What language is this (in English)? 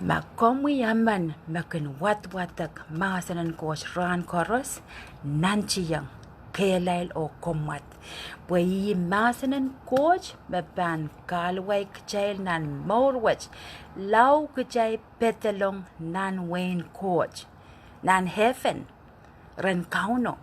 Pohnpeian